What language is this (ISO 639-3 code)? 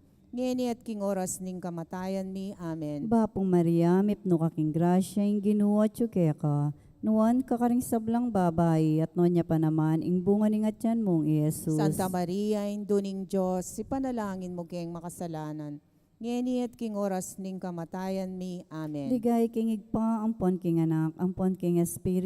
pam